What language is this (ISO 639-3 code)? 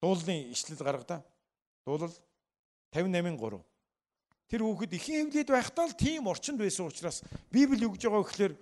mon